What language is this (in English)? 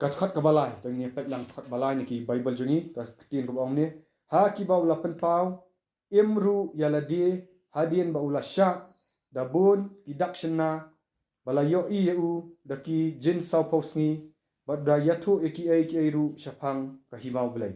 Khasi